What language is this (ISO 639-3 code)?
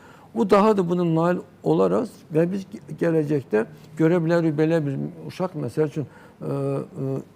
aze